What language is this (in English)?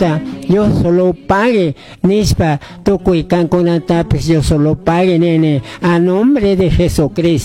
Chimborazo Highland Quichua